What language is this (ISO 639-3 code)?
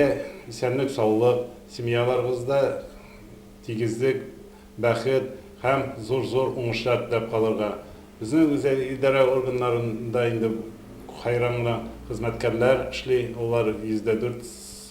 tat